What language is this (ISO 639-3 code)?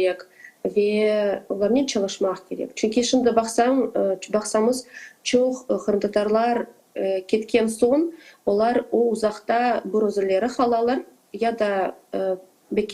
crh